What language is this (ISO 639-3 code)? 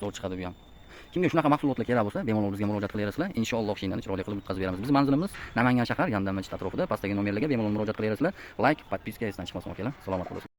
uzb